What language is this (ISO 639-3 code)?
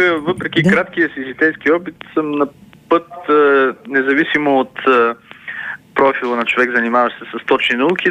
bul